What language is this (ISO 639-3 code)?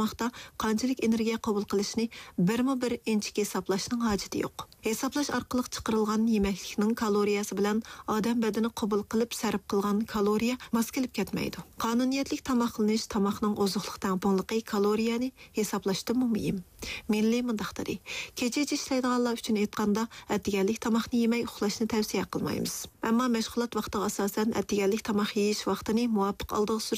uig